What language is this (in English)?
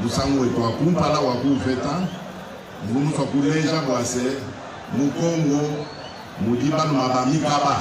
Luba-Lulua